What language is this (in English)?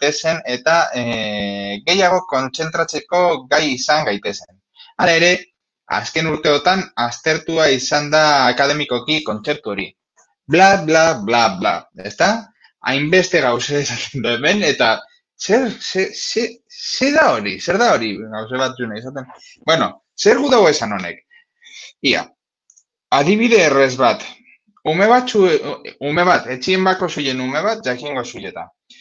Basque